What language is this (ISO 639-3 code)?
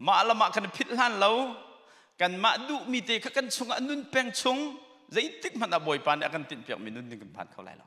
cnh